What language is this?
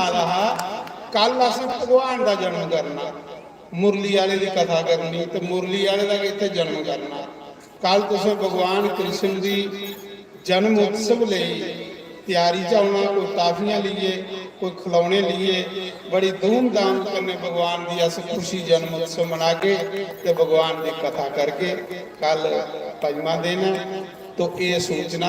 Dogri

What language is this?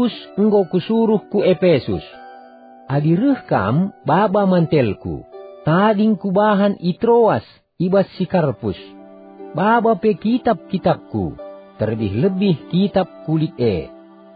Batak Karo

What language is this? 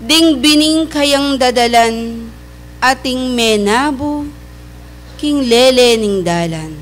Pampanga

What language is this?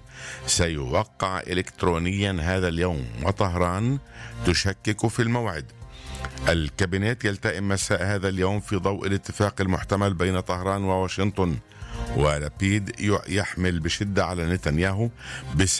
Arabic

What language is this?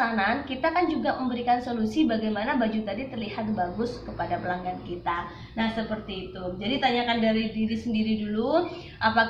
Indonesian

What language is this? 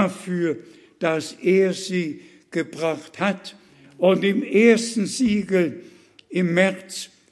German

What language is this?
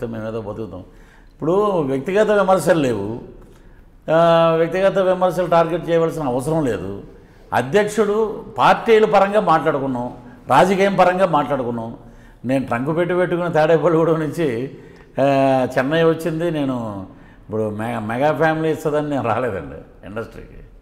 Telugu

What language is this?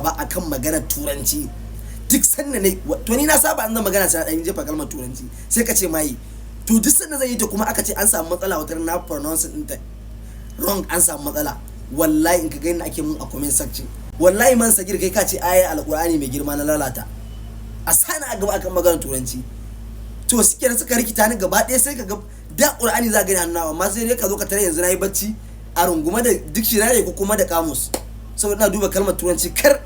Hausa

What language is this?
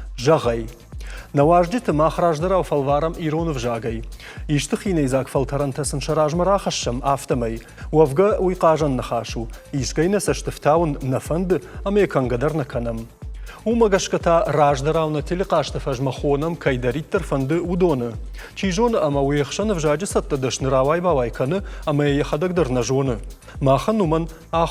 Ossetic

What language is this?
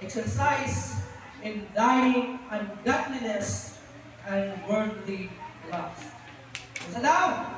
Cebuano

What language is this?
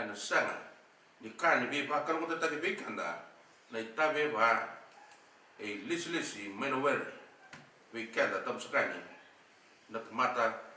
Fijian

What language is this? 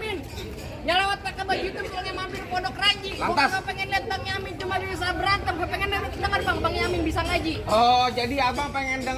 Betawi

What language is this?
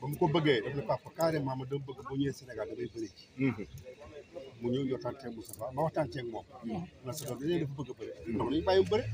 Wolof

